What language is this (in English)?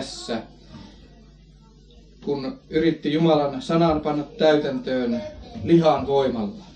Finnish